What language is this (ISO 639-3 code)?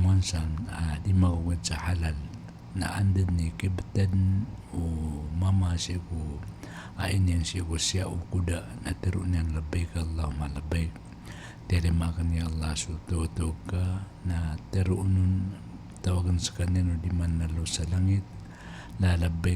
mrw